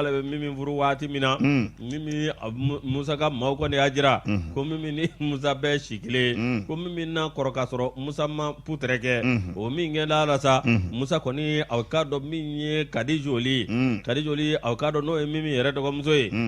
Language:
Bambara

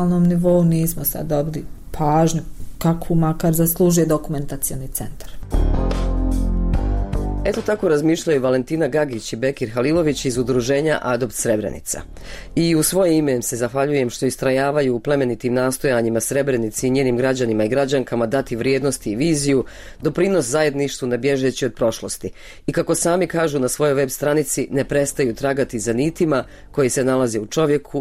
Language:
Bosnian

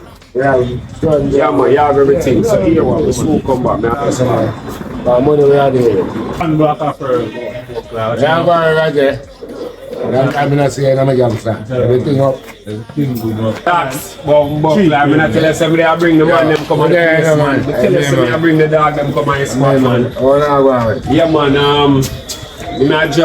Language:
Jamaican Creole English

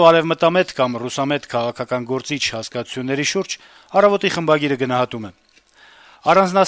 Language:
Armenian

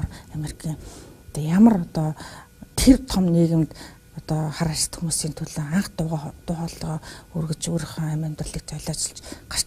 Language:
Mongolian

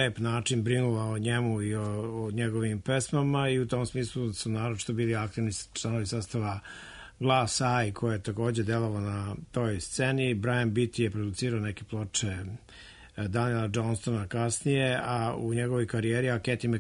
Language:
Serbian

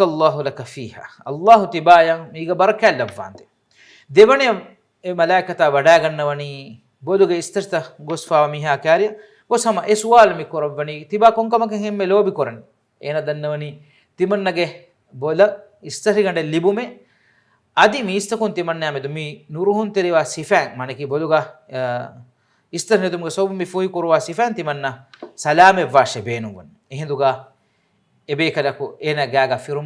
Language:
Divehi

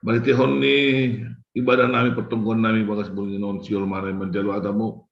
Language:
Batak Simalungun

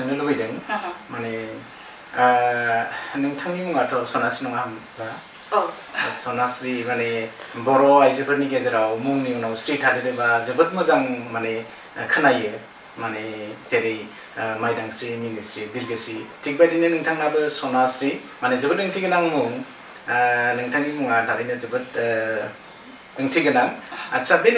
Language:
Bodo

